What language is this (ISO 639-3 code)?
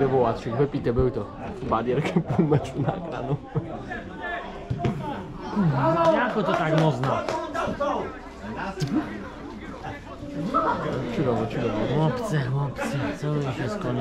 pol